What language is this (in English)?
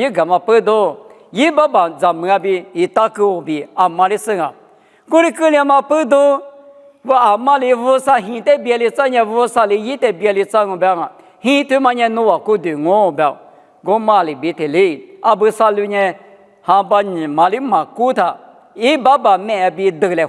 Lisu